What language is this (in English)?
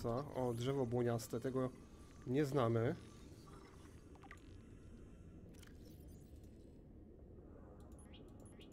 Polish